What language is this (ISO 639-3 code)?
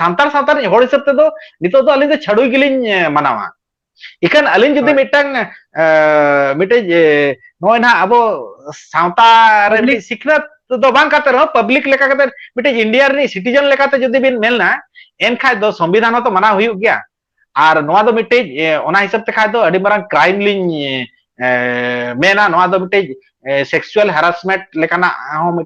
sat